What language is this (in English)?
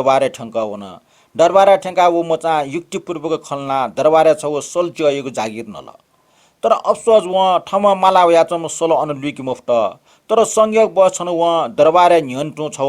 Newari